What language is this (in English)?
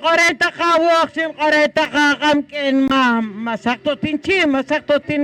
Poqomchi'